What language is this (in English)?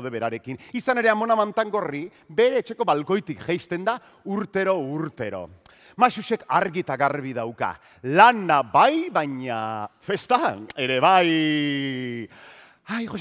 Basque